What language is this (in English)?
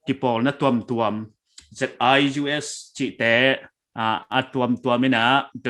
Paite Chin